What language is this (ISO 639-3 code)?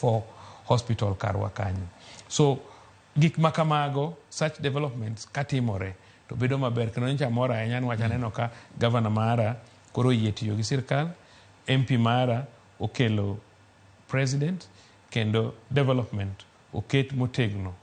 luo